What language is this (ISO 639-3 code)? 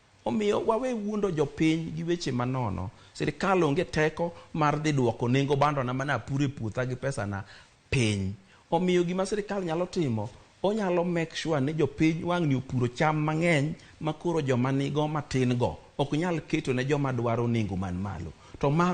luo